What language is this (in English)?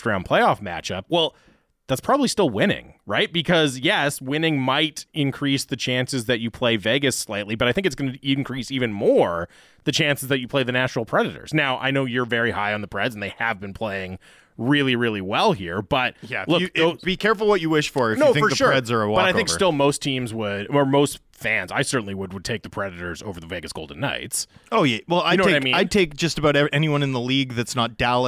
English